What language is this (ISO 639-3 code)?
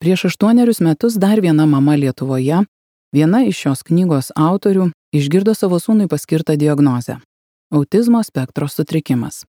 lit